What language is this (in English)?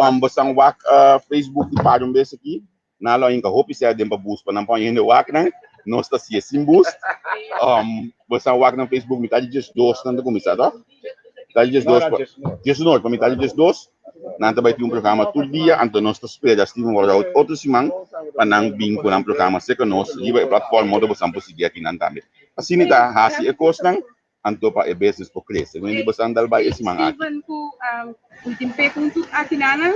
Papiamento